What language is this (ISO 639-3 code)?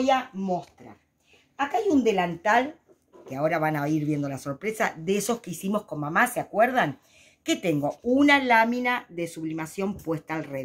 spa